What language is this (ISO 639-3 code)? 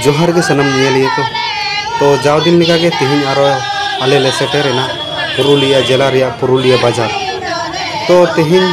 sat